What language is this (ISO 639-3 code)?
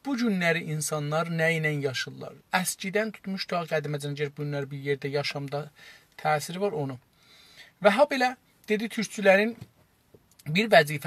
azb